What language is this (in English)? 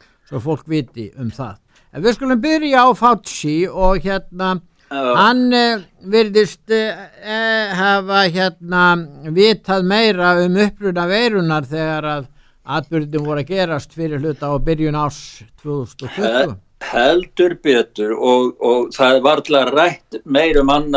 Icelandic